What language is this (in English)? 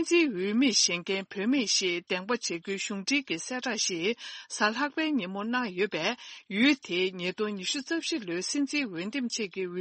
Tibetan